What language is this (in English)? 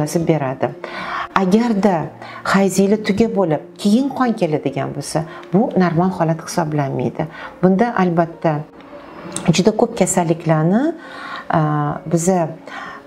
Uzbek